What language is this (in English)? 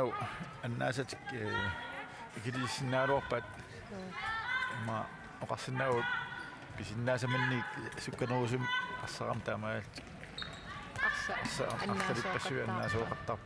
Kalaallisut